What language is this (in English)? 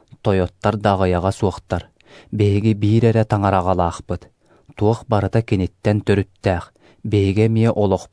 Yakut